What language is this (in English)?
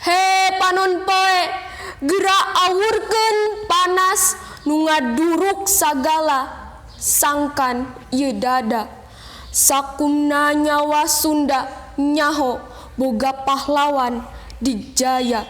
Sundanese